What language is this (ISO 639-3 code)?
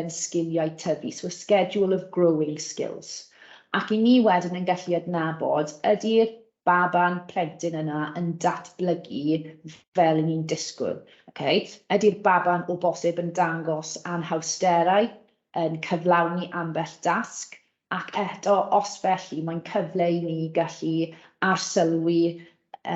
cym